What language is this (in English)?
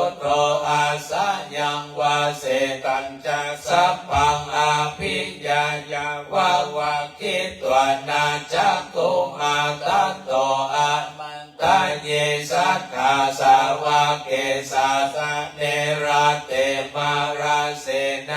Pali